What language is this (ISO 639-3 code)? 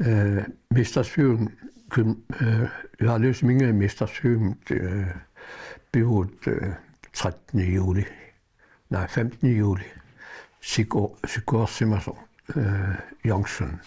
kal